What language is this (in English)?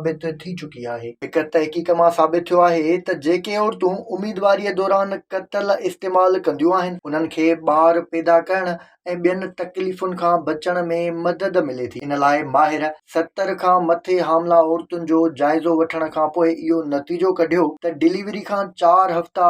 Sindhi